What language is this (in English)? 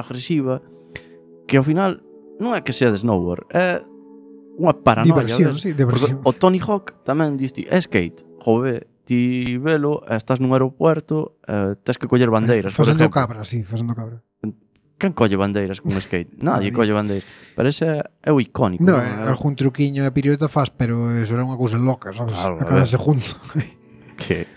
Galician